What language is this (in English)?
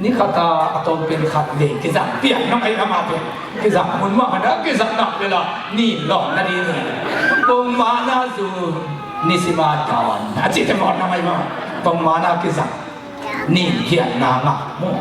Tedim Chin